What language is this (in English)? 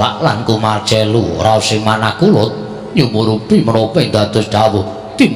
Javanese